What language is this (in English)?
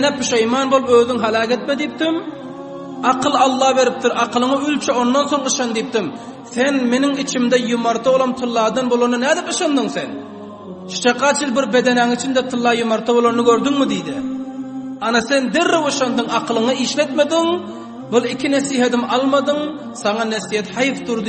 Turkmen